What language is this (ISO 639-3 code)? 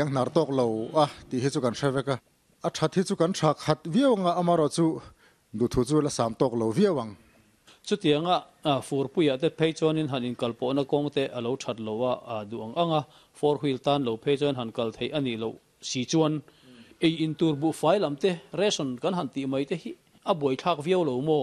lus